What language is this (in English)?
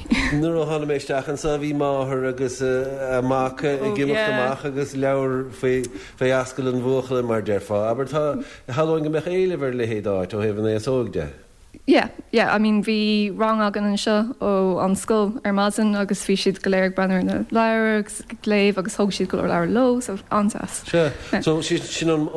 Irish